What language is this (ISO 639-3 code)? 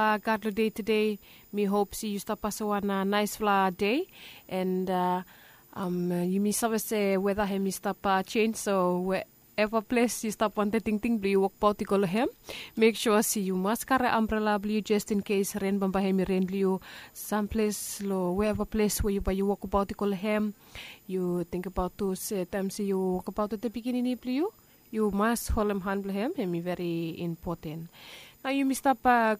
bis